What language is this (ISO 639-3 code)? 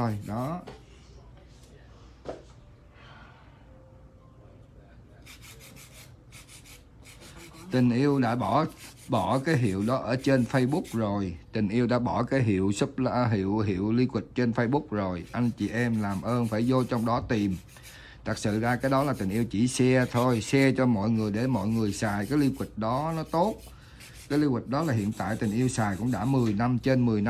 vie